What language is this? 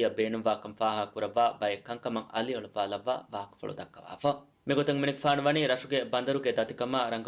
Divehi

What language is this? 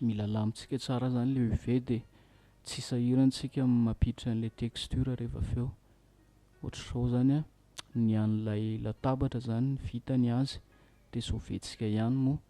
Malagasy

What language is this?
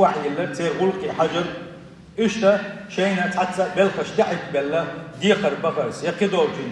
Chechen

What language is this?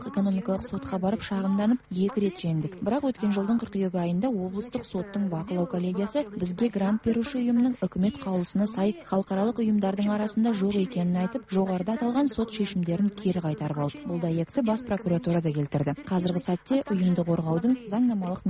Kazakh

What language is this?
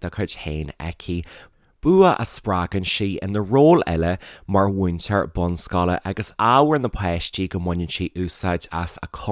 Irish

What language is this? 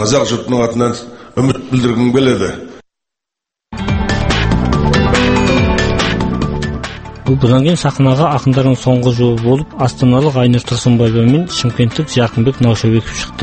Kazakh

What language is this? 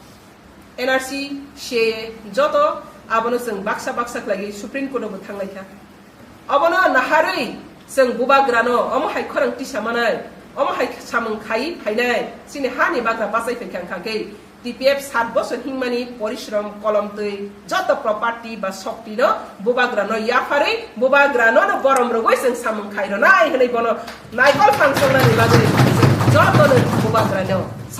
Kok Borok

